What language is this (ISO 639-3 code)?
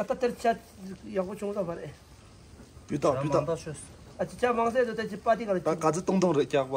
bod